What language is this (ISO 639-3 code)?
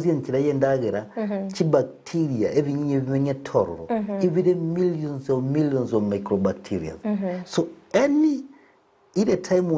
guz